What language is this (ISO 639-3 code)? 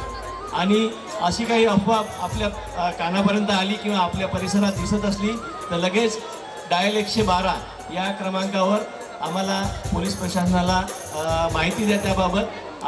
mar